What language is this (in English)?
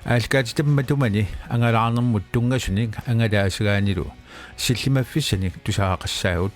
Kalaallisut